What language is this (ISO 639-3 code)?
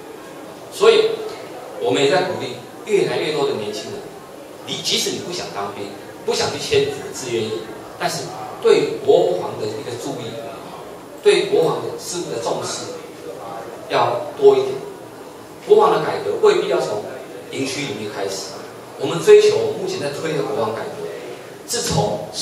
zho